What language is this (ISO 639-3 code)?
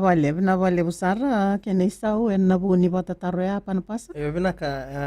fij